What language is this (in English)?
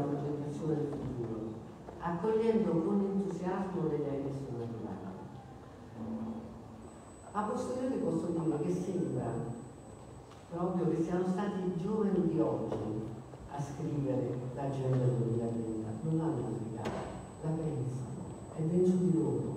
Italian